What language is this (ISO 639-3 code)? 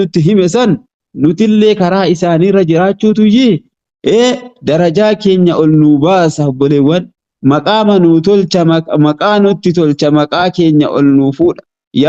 orm